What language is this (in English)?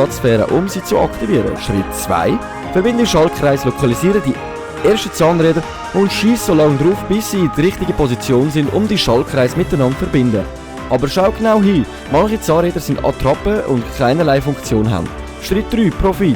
Swiss German